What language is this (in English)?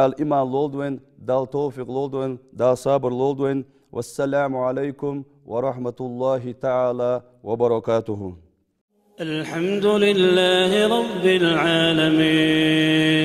Ingush